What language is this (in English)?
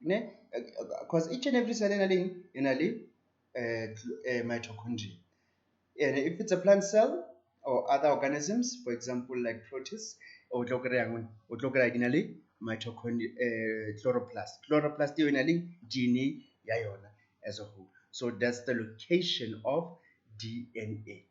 Tswana